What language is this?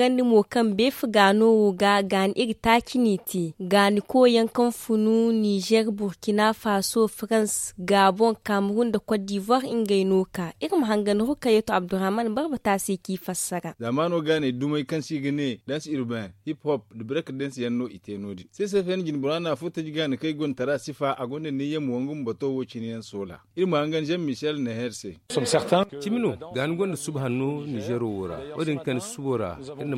Zarma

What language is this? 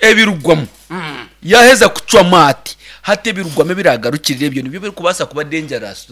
Nyankole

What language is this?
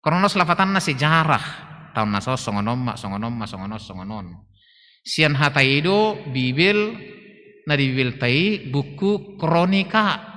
Batak Toba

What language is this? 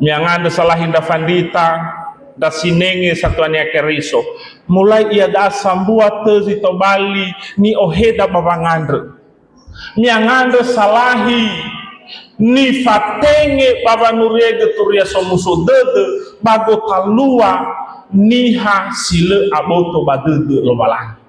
Nias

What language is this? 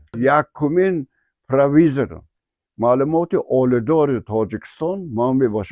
Tajik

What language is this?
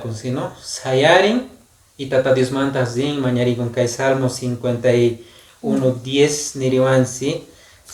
Quechua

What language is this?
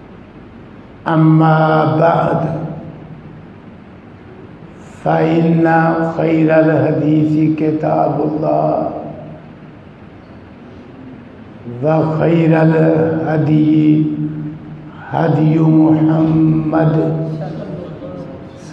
Urdu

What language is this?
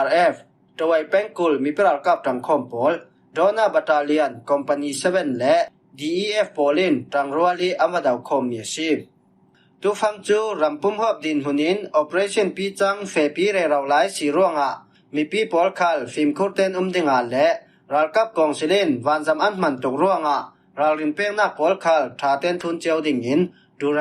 Falam Chin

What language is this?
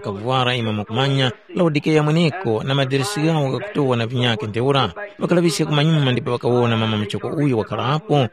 Tumbuka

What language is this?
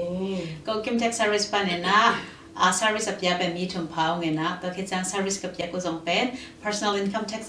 Tedim Chin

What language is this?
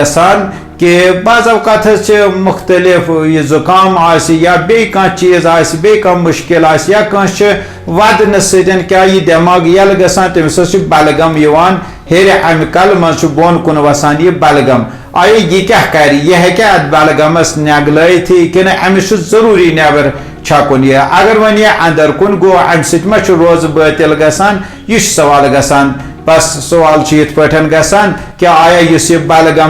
Kashmiri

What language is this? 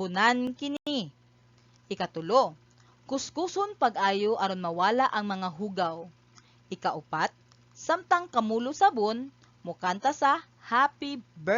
Cebuano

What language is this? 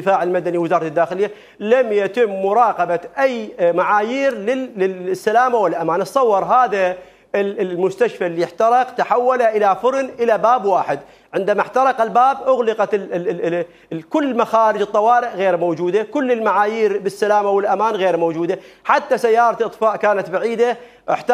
Mesopotamian Arabic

